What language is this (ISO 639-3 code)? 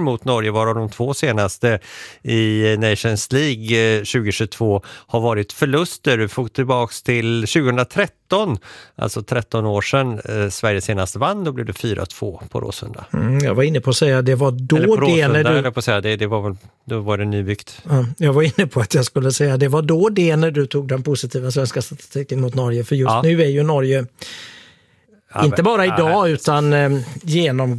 swe